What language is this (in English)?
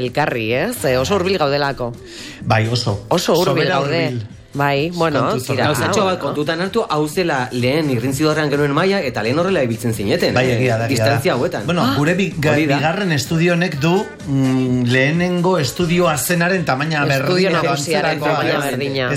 Basque